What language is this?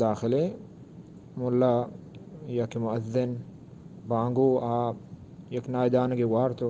Eastern Balochi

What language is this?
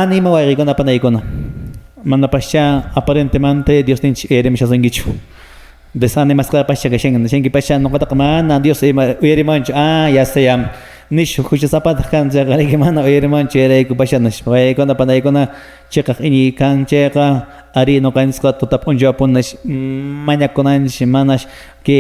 Quechua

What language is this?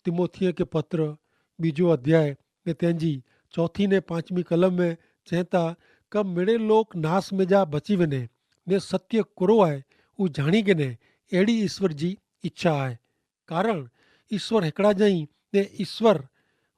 Kachhi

